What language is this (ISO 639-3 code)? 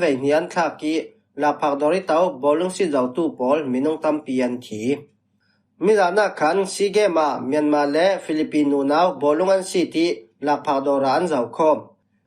cfm